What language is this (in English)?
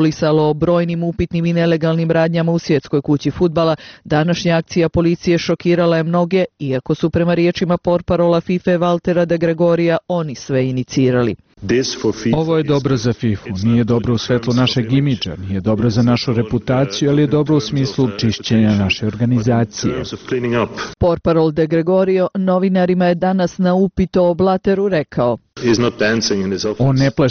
Bosnian